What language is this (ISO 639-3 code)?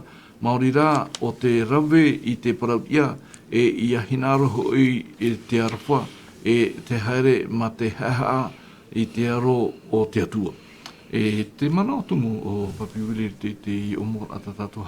tah